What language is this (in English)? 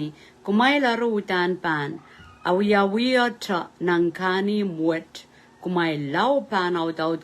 Pohnpeian